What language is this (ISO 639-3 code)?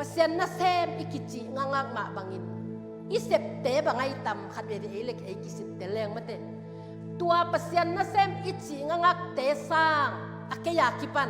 ctd